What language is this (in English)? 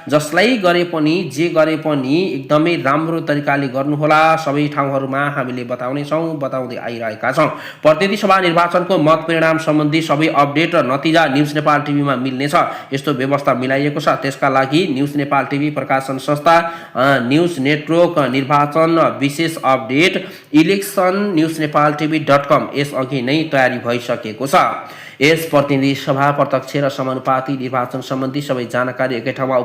Nepali